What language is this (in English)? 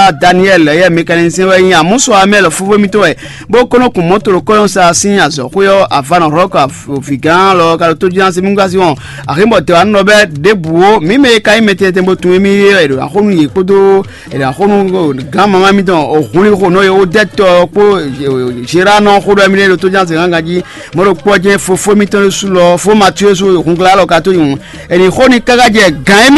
Fon